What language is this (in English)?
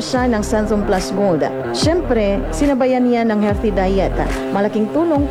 Filipino